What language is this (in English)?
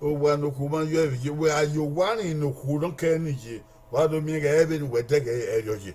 Bini